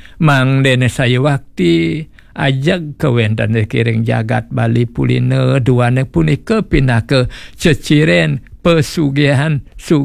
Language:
Balinese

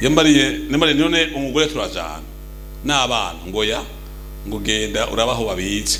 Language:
Rundi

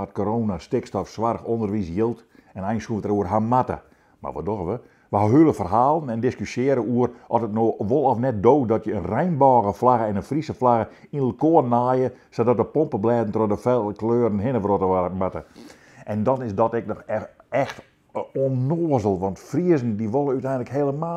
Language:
Western Frisian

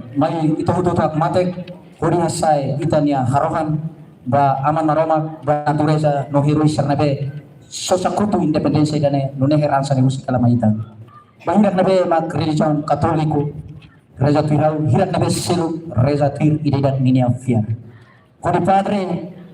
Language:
Tetum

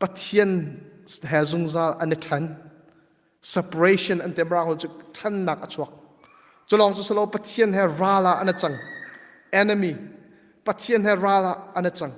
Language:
Hakha Chin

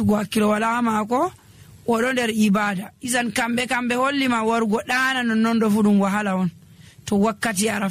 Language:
Nigerian Fulfulde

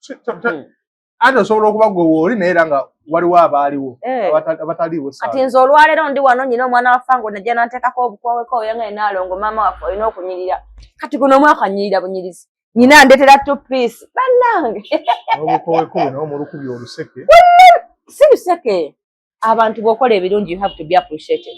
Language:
Ganda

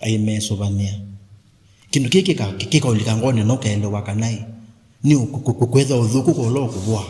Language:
Kamba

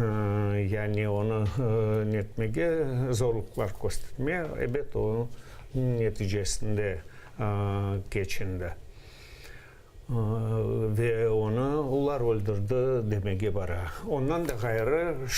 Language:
Crimean Tatar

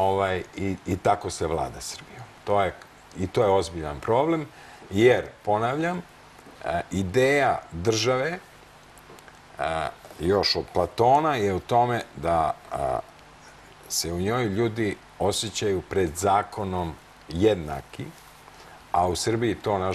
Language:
Serbian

